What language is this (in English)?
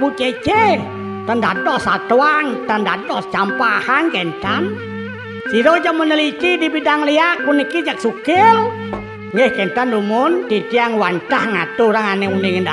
Balinese